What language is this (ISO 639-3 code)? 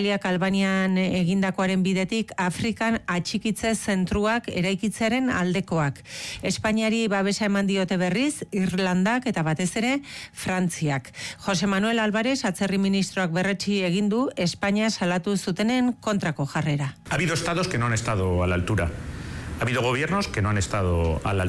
eus